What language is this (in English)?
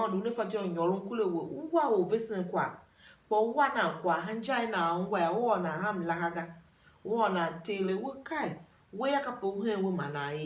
Tiv